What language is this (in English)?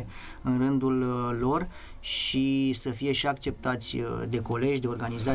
Romanian